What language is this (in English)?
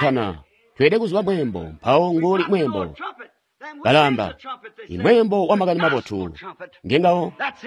Tonga (Zambia)